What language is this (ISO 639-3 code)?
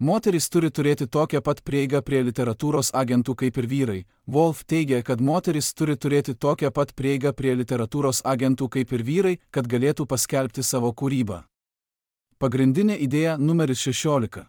lit